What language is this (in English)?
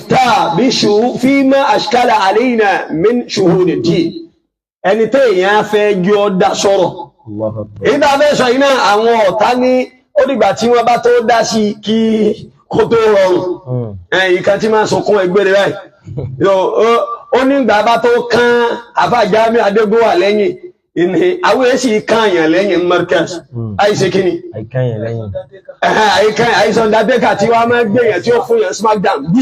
Yoruba